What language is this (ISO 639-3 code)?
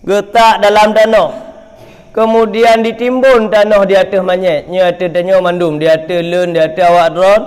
ace